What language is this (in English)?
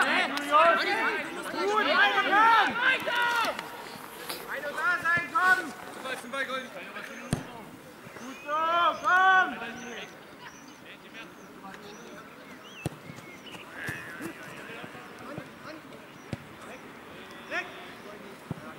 German